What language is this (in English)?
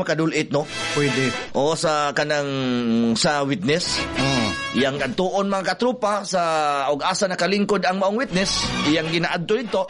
Cebuano